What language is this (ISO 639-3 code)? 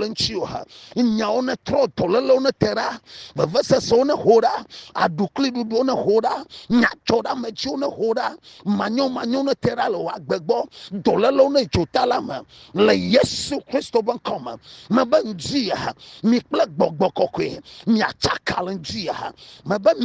ewe